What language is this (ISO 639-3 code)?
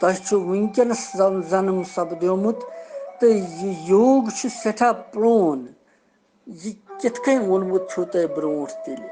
kas